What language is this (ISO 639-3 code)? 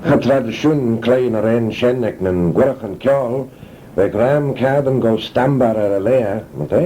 glv